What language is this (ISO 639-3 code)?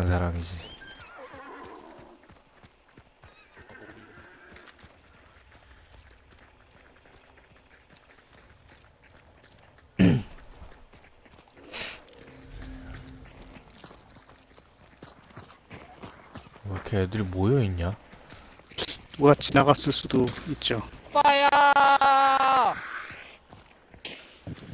kor